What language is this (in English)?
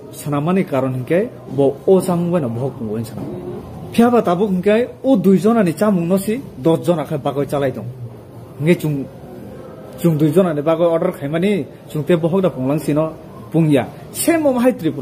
Kok Borok